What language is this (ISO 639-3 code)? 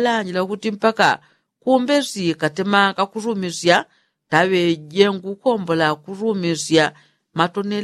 yao